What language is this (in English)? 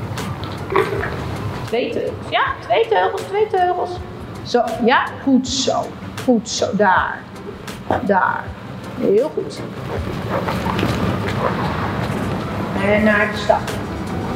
Dutch